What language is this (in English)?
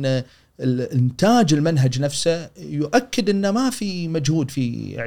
Gulf Arabic